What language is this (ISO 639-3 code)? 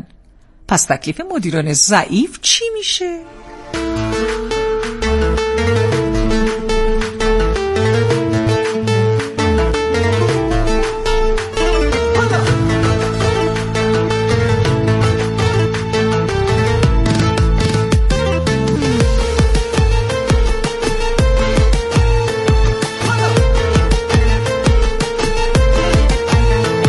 fas